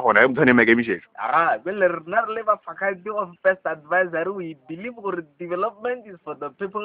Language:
Northern Sotho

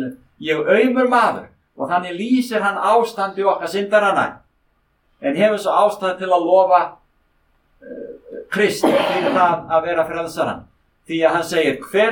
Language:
Icelandic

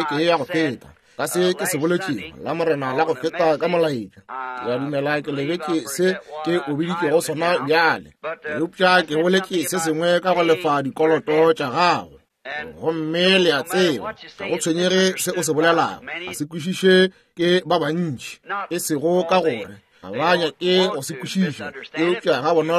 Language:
Northern Sotho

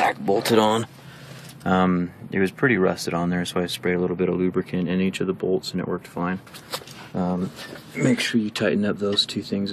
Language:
English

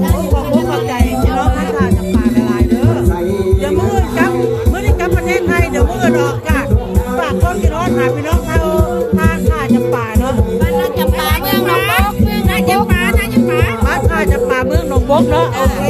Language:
Lao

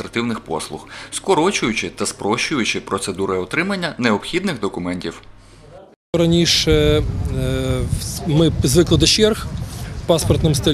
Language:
Ukrainian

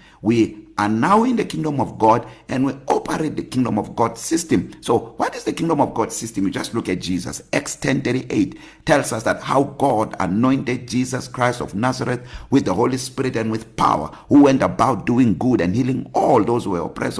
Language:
English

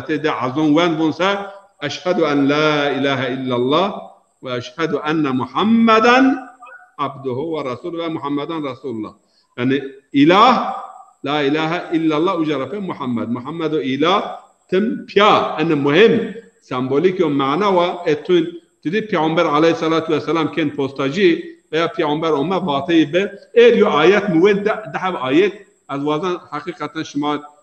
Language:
Zaza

